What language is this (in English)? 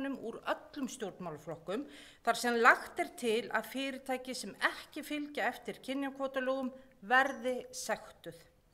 Icelandic